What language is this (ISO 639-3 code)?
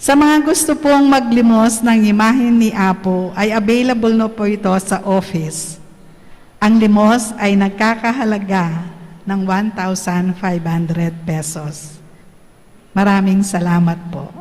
pam